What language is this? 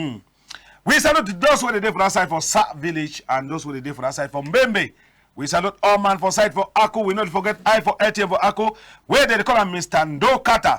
Cameroon Pidgin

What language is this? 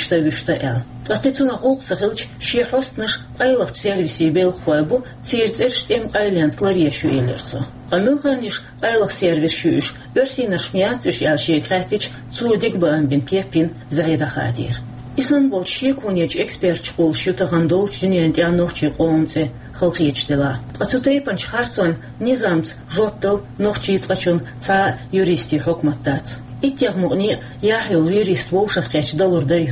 Chechen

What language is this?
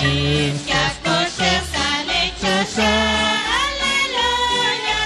Kekchí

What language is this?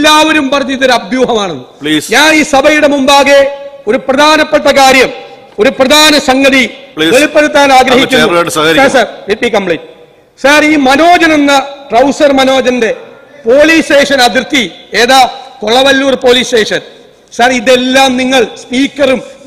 Malayalam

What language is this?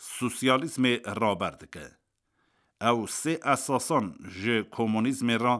Kurdish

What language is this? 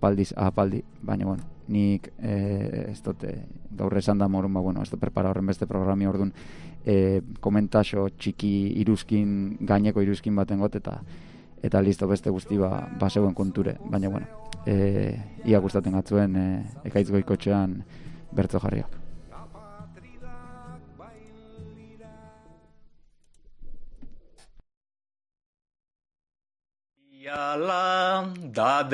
Basque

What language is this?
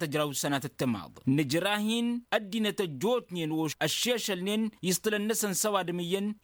Tamasheq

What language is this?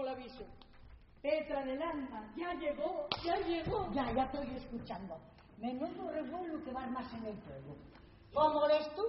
Asturian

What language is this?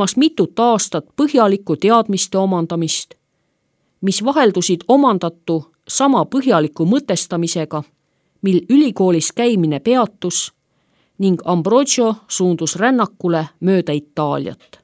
Estonian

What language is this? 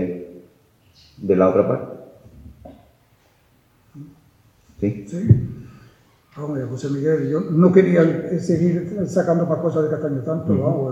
Spanish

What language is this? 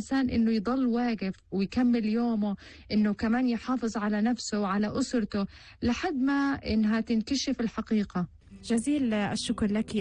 North Levantine Arabic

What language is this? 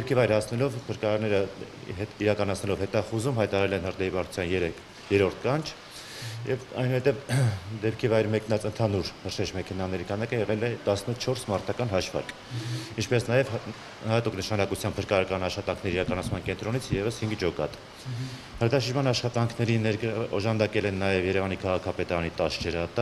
Armenian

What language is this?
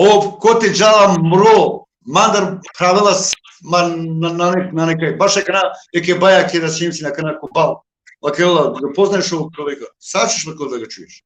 Balkan Romani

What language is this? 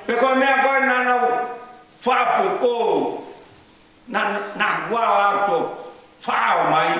Tongan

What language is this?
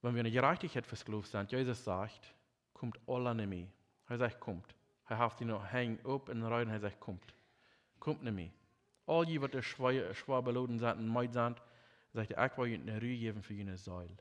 Plautdietsch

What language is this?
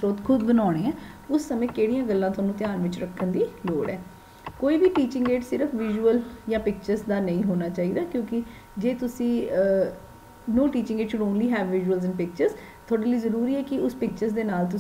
Punjabi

